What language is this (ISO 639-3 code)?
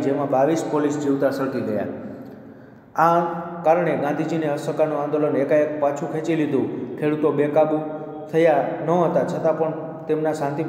guj